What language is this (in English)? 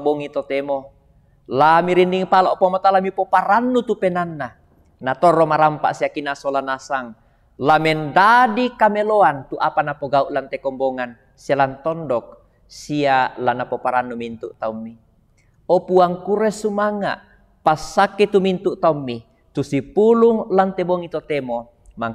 Toraja-Sa'dan